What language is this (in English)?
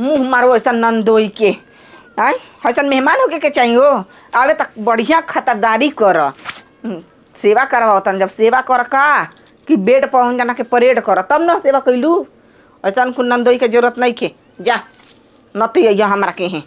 Bhojpuri